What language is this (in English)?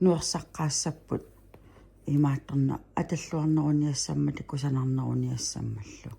Kalaallisut